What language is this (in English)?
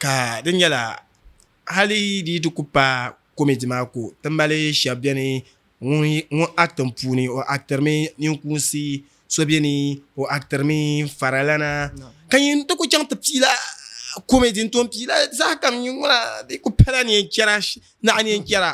Dagbani